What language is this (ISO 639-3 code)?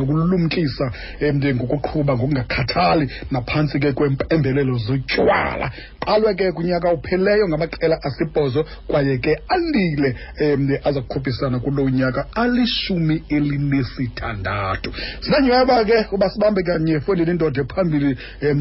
xho